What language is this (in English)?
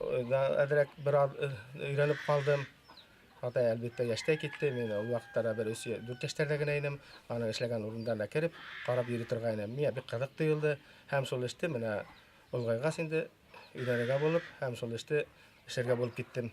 Bashkir